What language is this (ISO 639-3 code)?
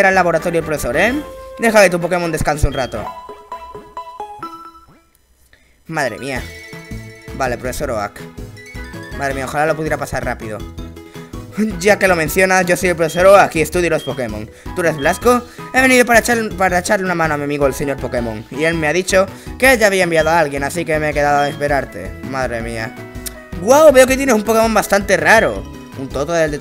spa